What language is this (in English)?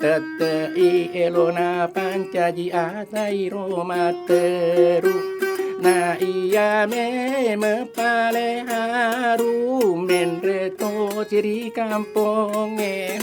Buginese